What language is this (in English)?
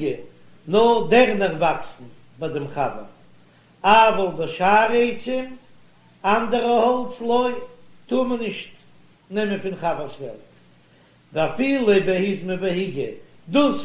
Yiddish